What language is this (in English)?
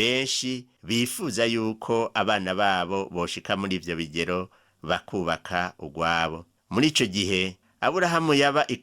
Rundi